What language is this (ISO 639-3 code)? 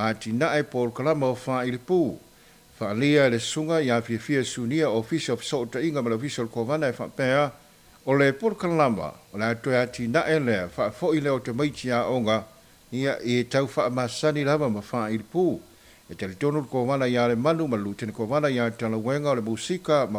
smo